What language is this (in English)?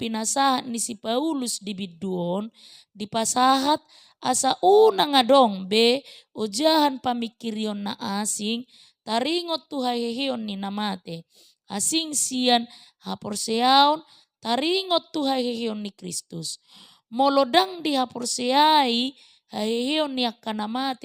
Batak Toba